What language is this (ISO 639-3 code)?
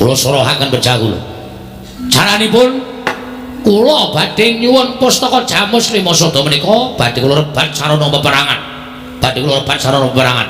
jav